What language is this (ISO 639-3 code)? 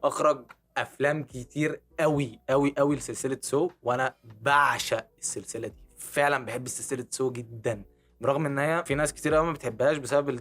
arz